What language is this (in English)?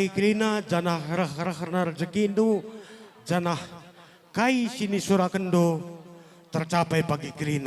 Batak Karo